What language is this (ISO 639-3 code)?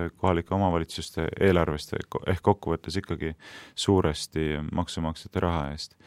est